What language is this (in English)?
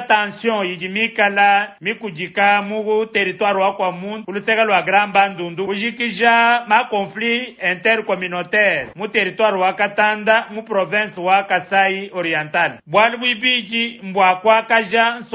Luba-Lulua